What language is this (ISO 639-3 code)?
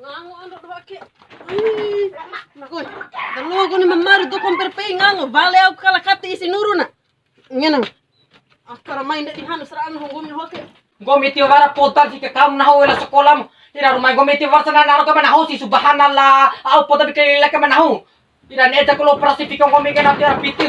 bhp